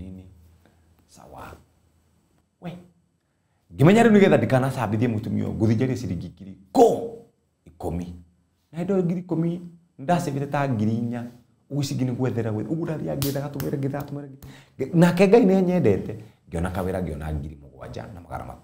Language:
Kikuyu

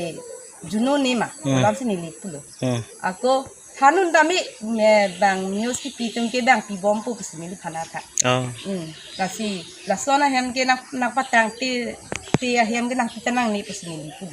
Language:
Karbi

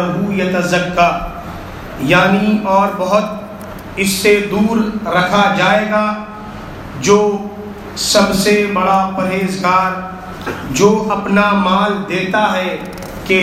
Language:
Urdu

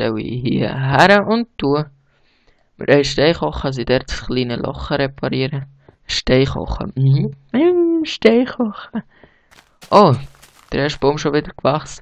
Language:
Swiss German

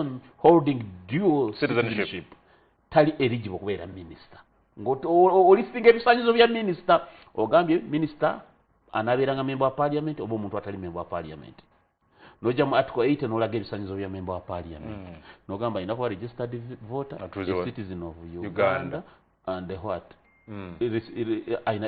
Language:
Ganda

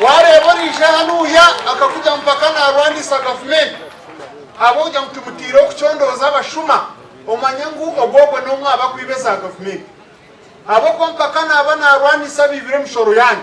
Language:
Nyankole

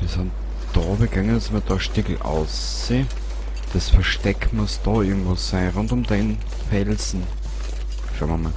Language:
Bavarian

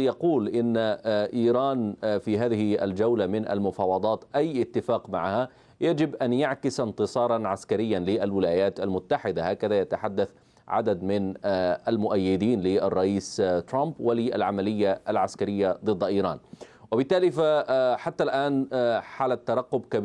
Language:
Arabic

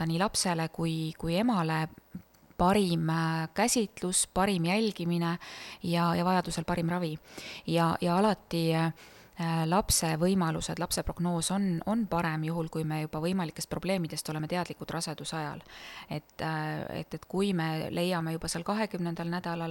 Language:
Estonian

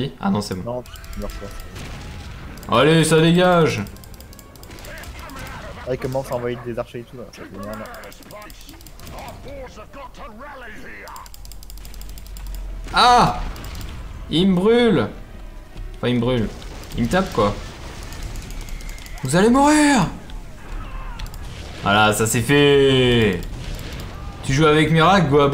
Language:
French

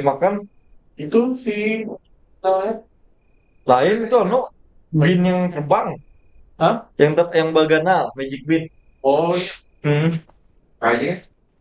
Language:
Banjar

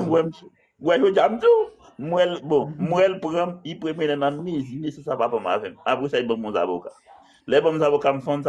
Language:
Haitian Creole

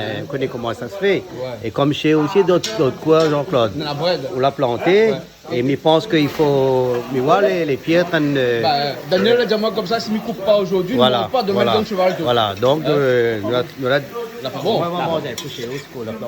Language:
Réunion Creole French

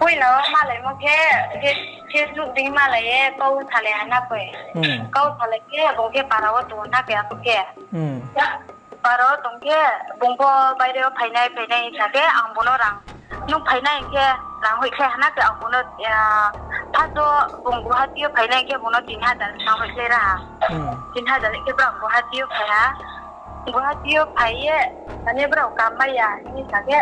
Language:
Riang (India)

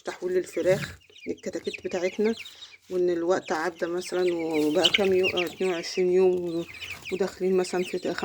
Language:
Egyptian Arabic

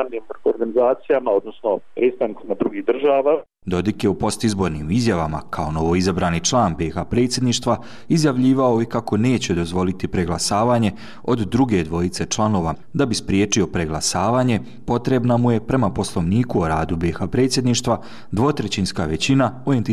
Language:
Bosnian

